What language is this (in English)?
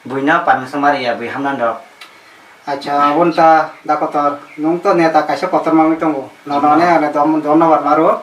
Kok Borok